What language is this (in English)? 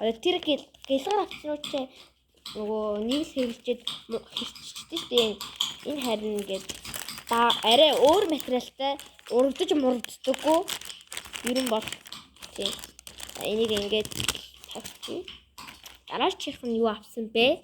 Mongolian